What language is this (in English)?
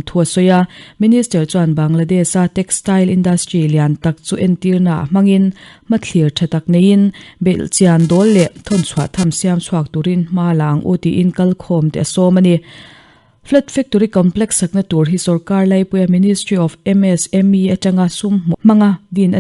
Mizo